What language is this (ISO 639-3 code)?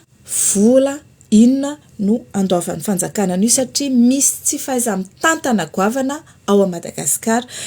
mlg